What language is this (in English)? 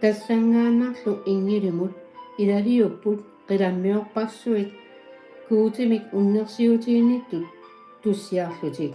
Kalaallisut